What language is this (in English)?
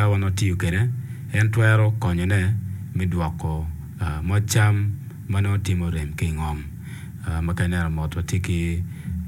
Acoli